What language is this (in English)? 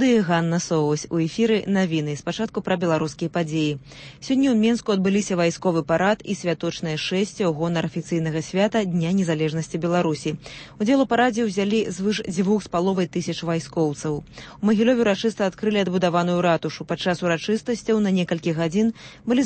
Belarusian